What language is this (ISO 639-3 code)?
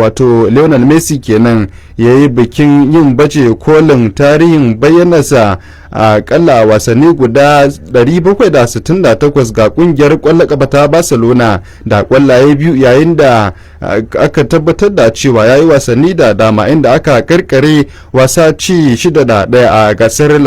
hau